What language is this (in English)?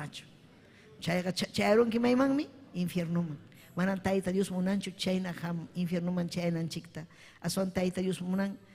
Ayacucho Quechua